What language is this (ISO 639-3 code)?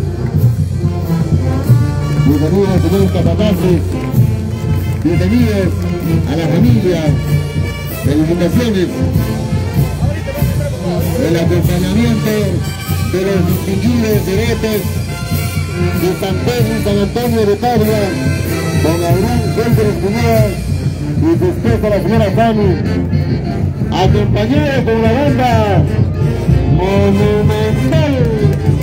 spa